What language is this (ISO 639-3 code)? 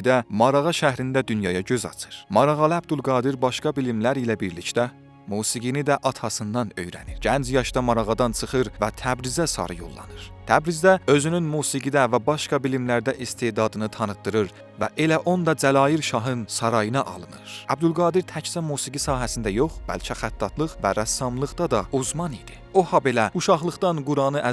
azb